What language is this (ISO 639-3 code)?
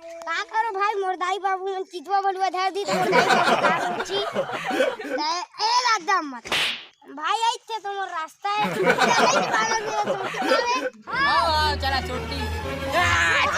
hne